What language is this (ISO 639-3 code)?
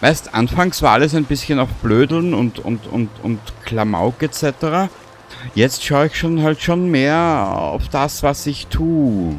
bar